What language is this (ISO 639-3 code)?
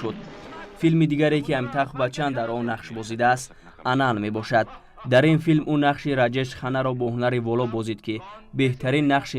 tgk